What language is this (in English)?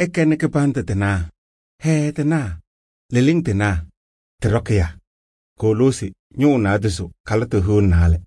Kabiyè